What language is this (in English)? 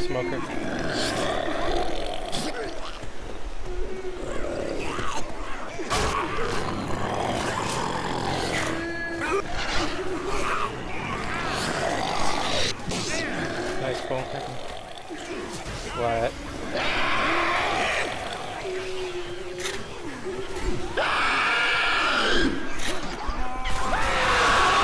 English